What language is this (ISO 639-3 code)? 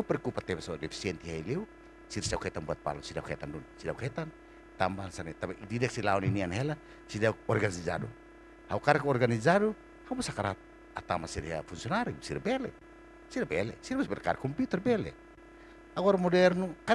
tet